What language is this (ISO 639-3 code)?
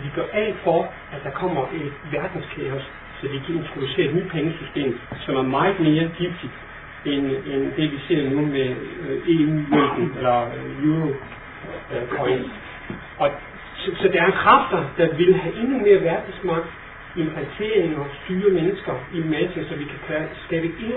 dan